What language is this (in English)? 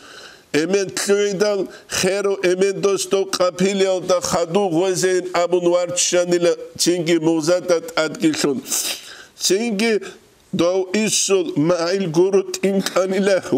Avaric